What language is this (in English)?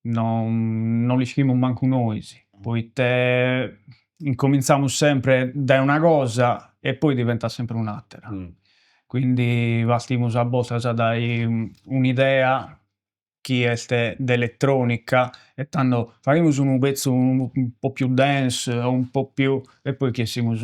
Sardinian